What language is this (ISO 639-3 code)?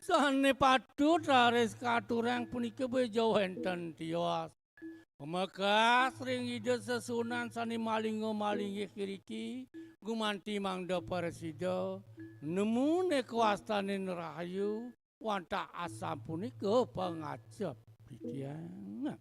ban